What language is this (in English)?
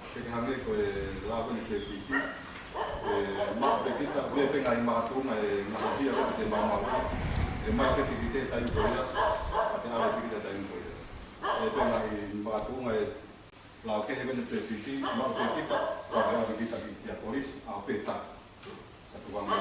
Tongan